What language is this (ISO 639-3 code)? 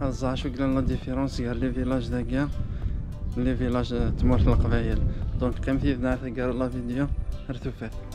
kab